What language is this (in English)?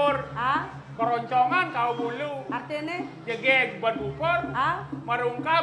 Balinese